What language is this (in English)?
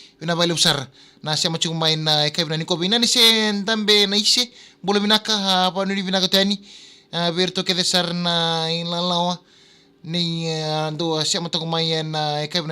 Fijian